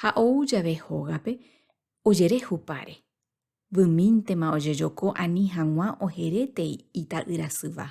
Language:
Guarani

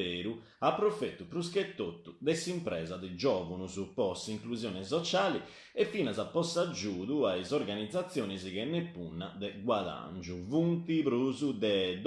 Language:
Sardinian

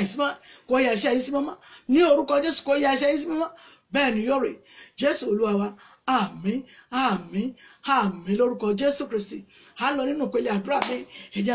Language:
Yoruba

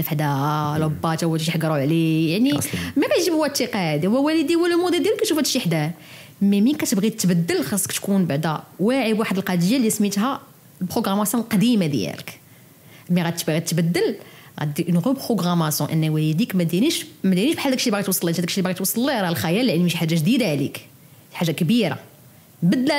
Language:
Moroccan Arabic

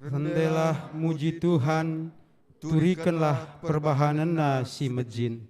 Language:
Batak Karo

